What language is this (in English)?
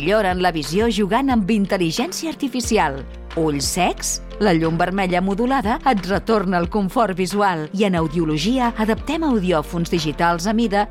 Catalan